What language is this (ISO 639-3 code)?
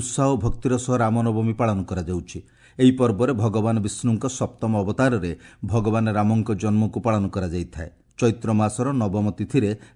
ori